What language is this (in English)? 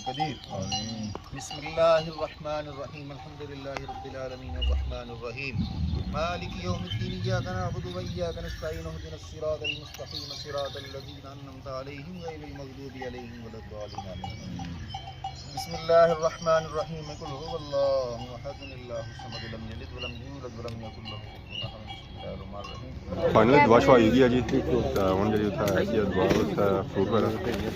Pahari-Potwari